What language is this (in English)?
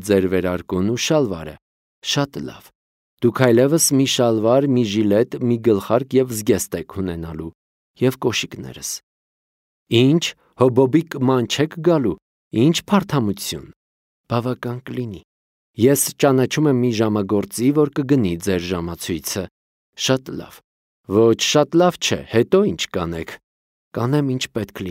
Armenian